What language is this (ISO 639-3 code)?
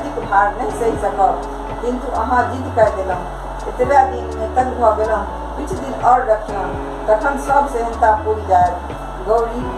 mai